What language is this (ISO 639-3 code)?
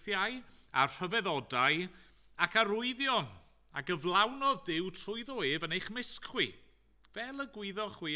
cym